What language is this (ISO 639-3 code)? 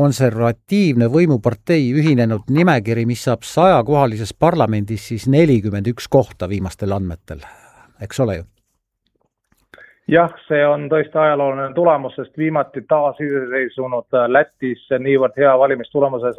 est